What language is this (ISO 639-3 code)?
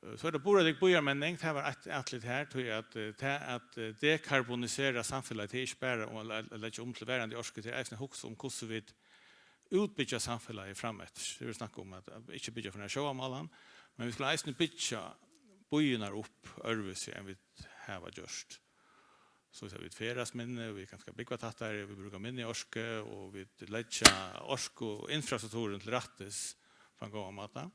fao